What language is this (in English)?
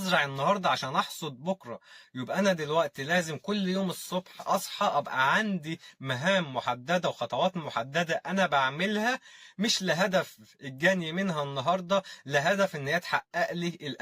Egyptian Arabic